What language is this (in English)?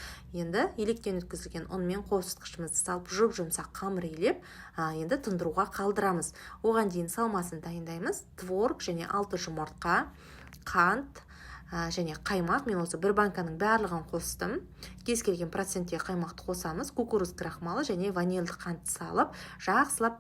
Kazakh